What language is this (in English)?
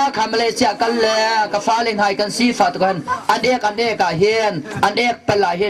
Hakha Chin